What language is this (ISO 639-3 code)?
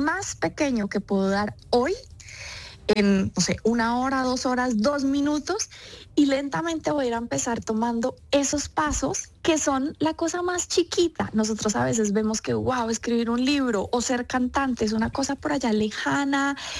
spa